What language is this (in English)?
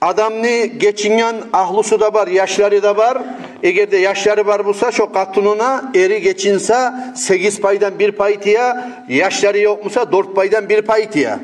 Kumyk